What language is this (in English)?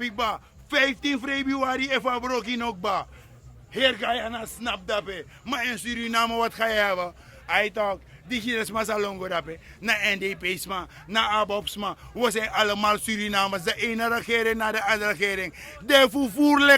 Sranan Tongo